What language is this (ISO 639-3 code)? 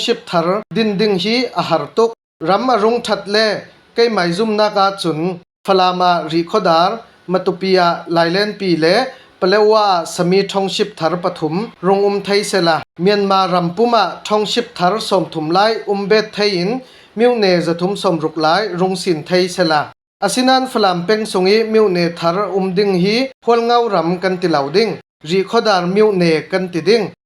cfm